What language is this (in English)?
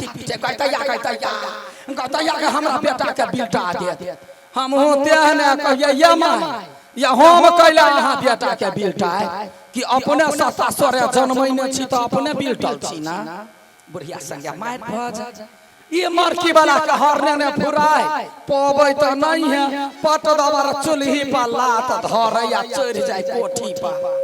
Maithili